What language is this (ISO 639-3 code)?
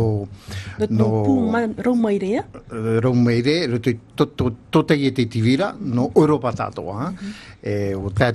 tah